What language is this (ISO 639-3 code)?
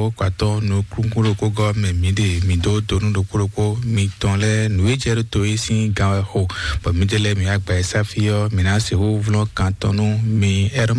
fon